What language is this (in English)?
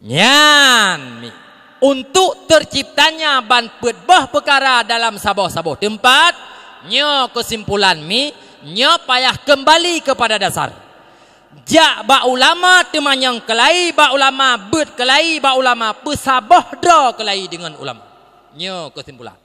Achinese